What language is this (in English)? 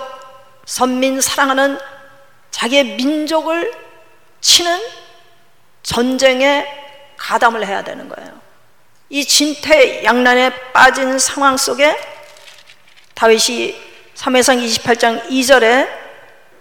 Korean